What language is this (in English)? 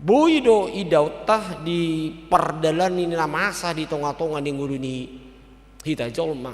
Batak Toba